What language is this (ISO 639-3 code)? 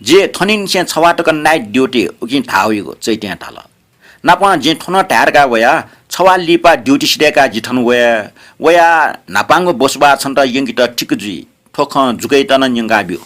new